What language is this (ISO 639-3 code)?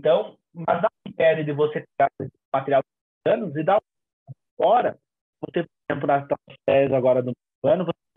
por